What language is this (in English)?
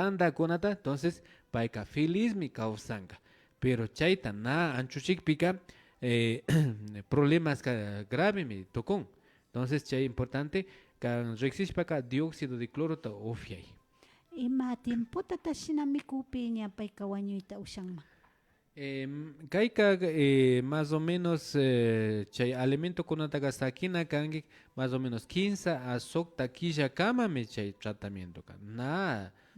Imbabura Highland Quichua